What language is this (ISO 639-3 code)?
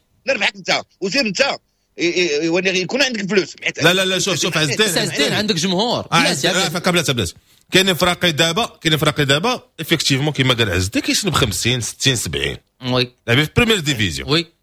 ary